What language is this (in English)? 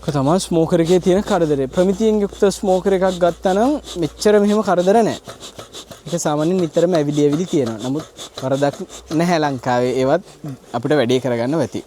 Sinhala